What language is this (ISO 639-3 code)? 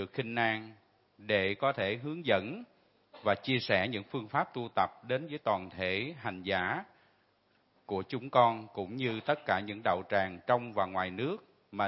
vie